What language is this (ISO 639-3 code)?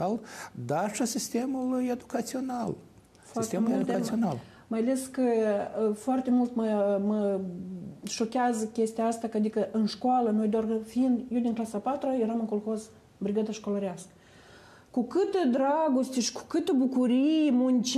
ron